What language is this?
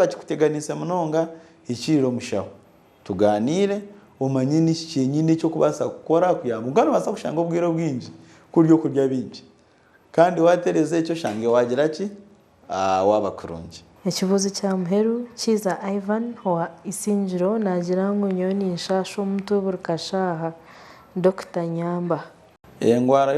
Nyankole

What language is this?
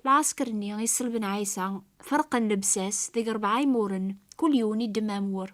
Kabyle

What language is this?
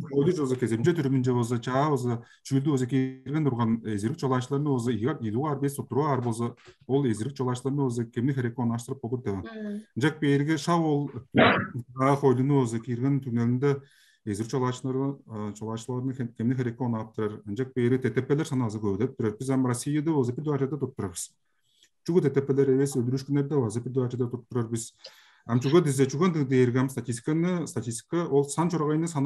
Tuvinian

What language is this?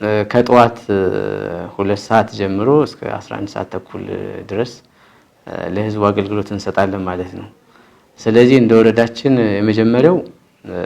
Amharic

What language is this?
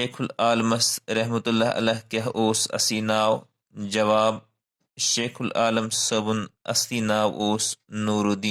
Kashmiri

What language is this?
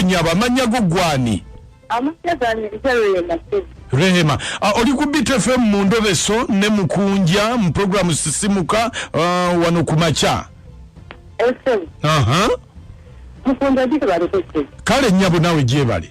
Ganda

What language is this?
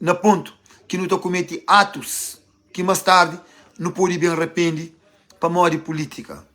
Kabuverdianu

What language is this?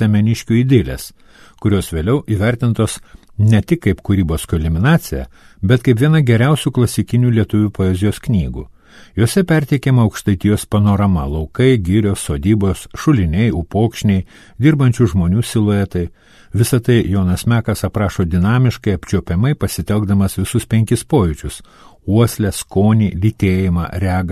Lithuanian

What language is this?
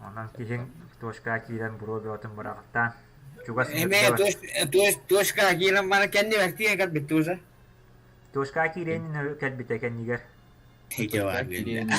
Yakut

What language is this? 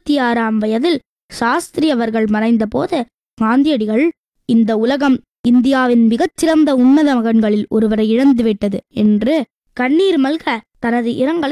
Tamil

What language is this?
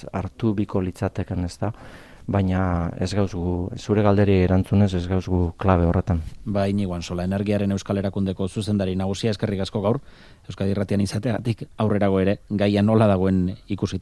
Basque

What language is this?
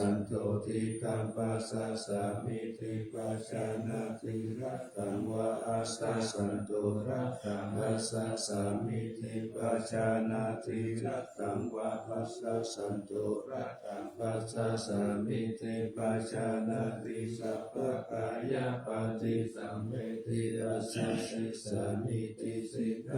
Pali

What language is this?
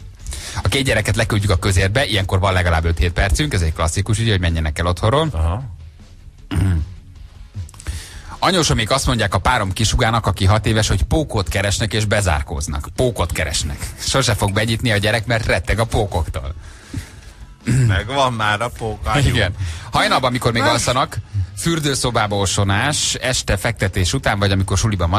Hungarian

